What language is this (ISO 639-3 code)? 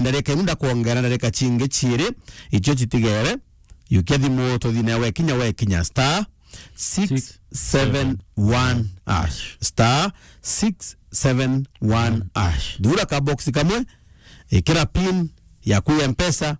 mer